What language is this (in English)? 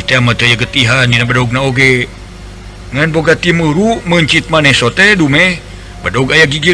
Sundanese